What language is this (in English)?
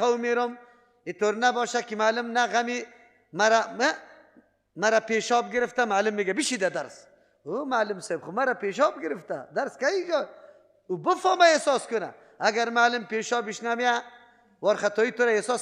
Persian